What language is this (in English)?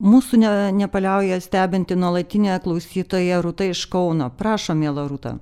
Lithuanian